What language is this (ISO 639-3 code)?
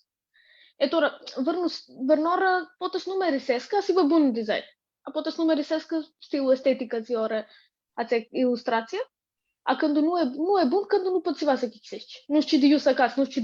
rup